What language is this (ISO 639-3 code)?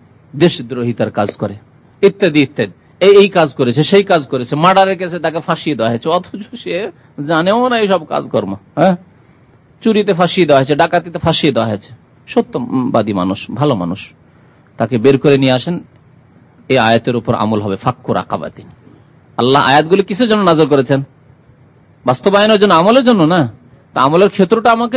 ben